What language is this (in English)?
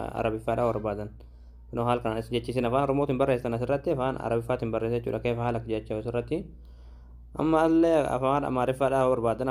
Oromo